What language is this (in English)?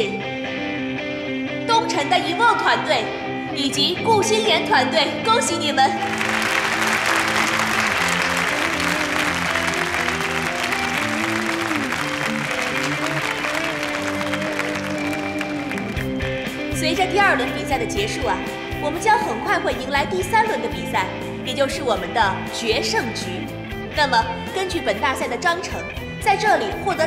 Chinese